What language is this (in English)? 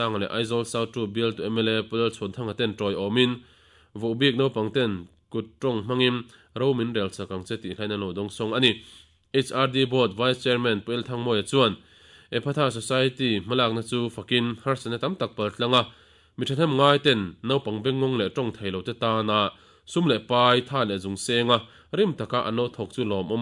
Mizo